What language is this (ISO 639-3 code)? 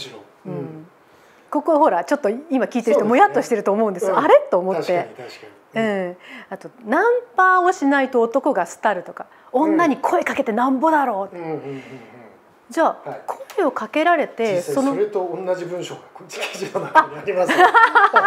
jpn